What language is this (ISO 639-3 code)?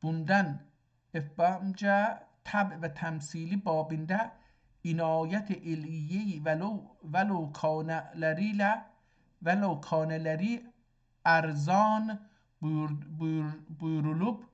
azb